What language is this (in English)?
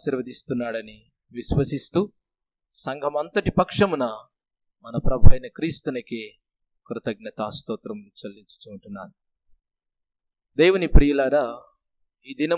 Telugu